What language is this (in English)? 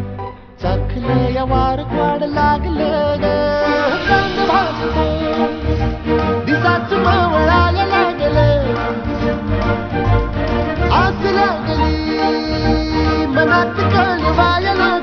Marathi